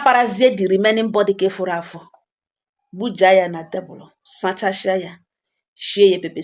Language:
Igbo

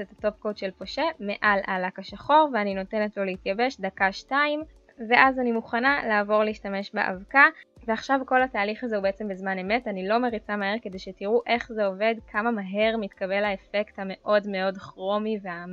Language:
Hebrew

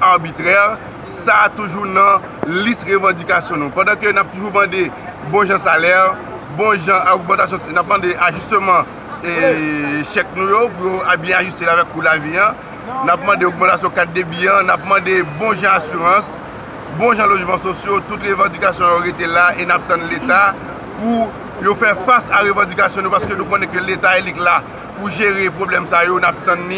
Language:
Haitian Creole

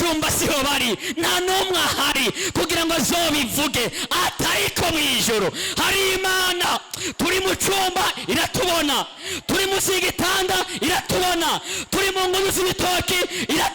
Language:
Rundi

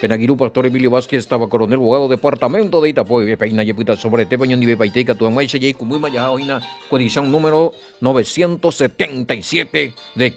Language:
Guarani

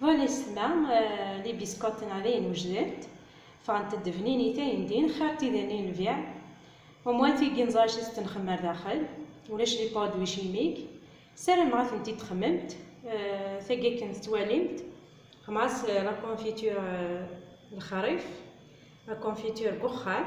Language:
Kabyle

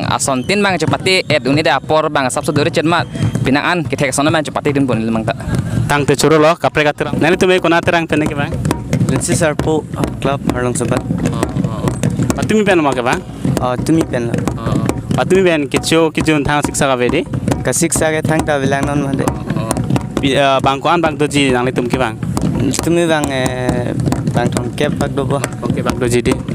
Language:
Karbi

